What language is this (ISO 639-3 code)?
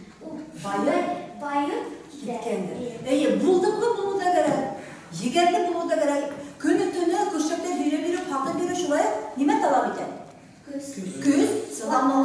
bak